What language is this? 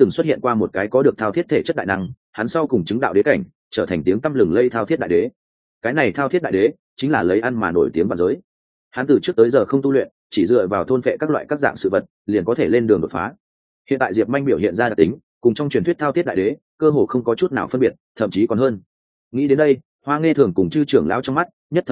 Vietnamese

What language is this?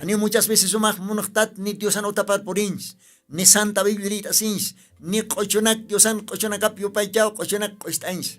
Aymara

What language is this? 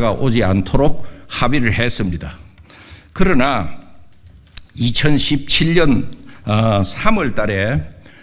Korean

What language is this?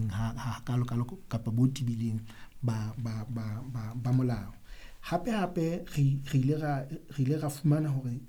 Southern Sotho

